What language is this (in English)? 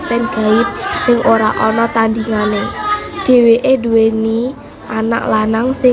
Javanese